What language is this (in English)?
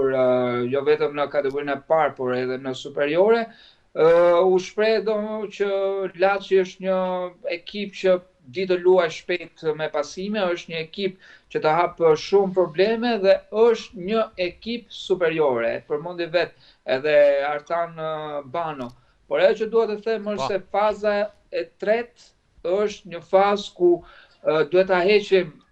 Albanian